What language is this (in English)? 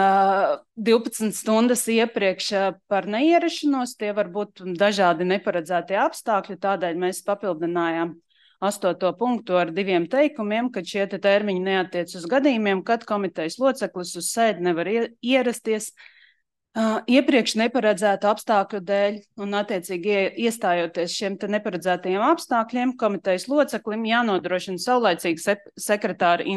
Latvian